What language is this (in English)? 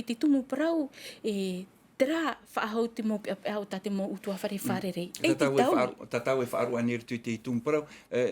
Tahitian